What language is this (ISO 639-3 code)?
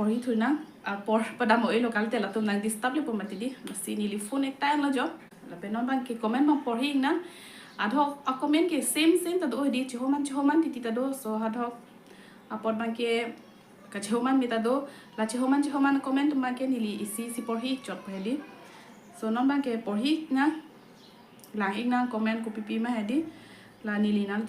mjw